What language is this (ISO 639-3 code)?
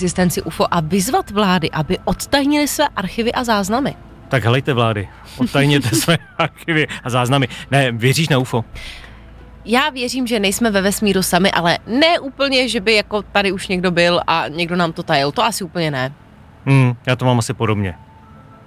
ces